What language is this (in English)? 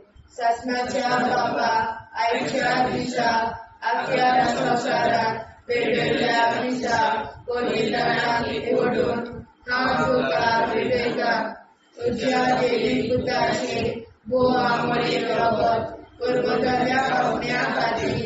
Konkani